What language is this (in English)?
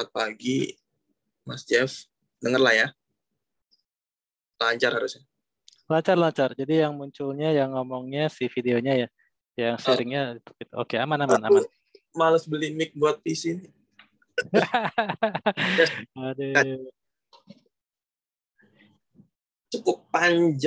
Indonesian